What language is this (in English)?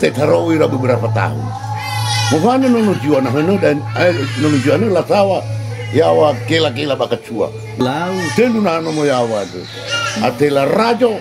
Nias